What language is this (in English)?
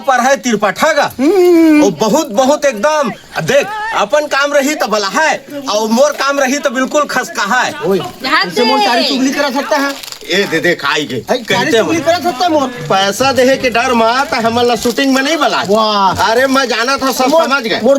Chhattisgarhi